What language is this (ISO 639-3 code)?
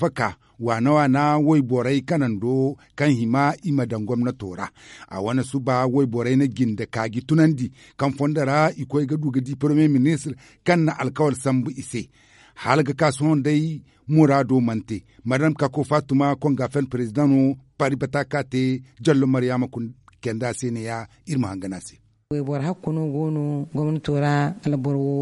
dje